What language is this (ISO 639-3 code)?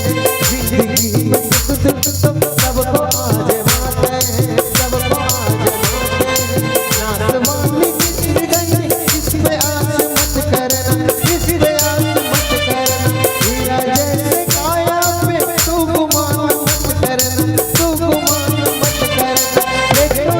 hne